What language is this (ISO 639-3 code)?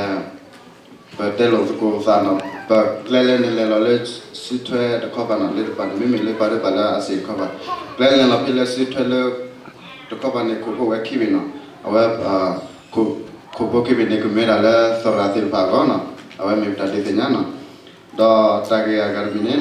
ksw